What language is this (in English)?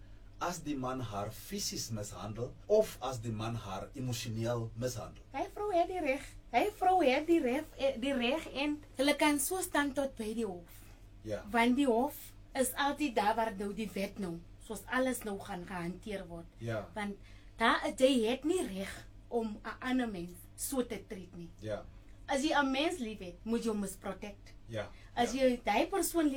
Afrikaans